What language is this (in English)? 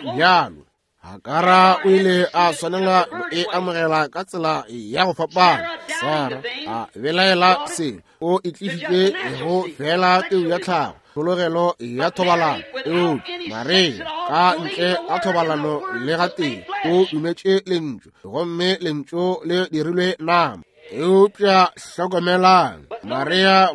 Northern Sotho